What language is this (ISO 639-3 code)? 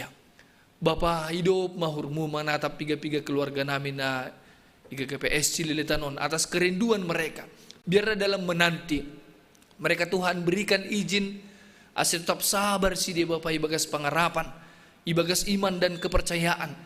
bts